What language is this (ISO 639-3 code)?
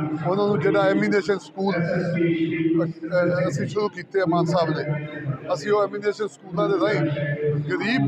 pan